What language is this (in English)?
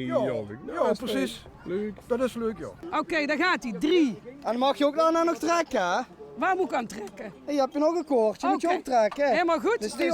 Limburgish